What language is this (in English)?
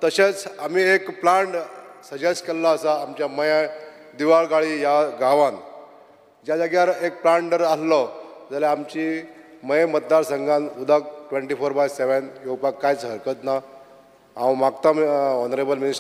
Konkani